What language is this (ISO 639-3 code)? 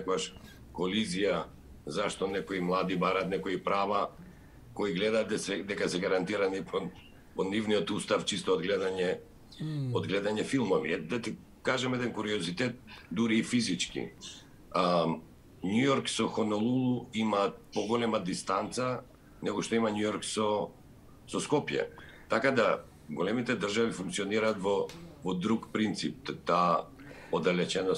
mkd